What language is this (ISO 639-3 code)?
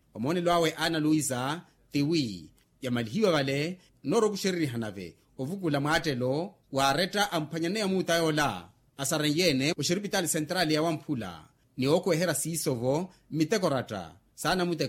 vmw